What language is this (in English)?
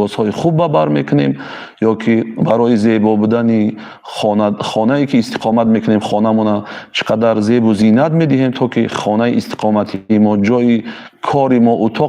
Tajik